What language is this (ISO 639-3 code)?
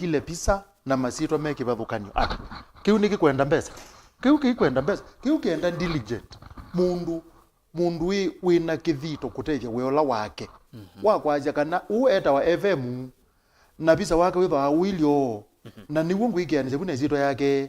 kam